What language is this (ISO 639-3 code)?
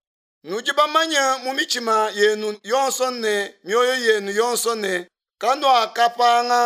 lua